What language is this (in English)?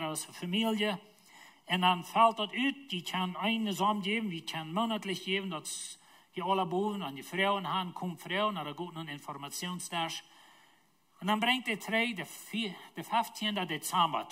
Plautdietsch